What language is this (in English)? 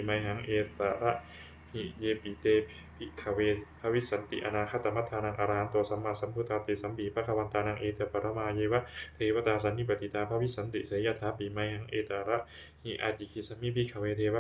Pali